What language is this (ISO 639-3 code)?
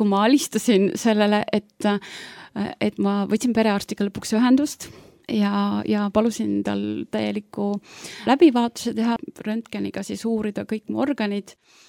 est